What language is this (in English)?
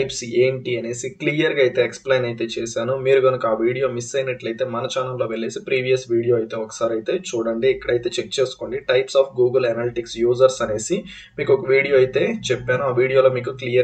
Telugu